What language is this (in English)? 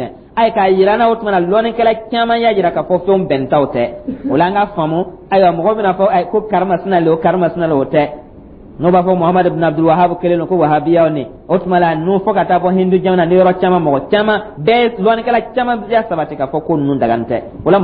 Dyula